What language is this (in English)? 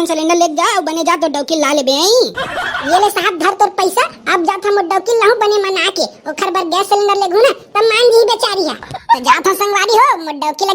Chhattisgarhi